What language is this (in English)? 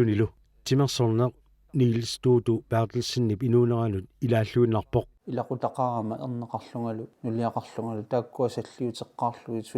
Kalaallisut